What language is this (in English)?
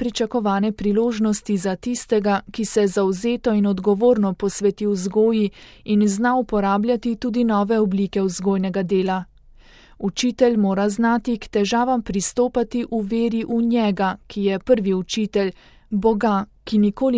Slovenian